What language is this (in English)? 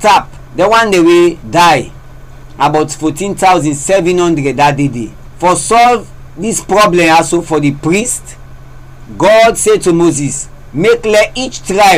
Krio